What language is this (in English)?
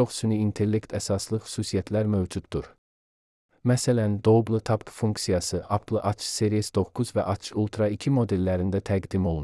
Azerbaijani